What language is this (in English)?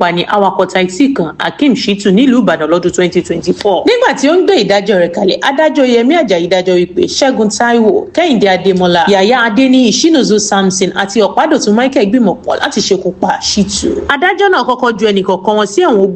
Yoruba